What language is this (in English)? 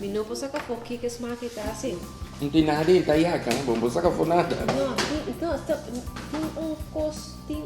Papiamento